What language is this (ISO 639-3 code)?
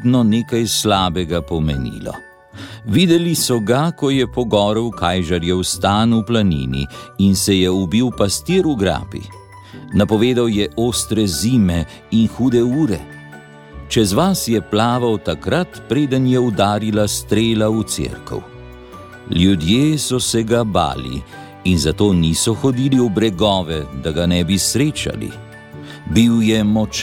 slv